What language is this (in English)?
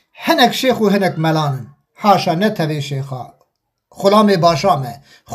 Kurdish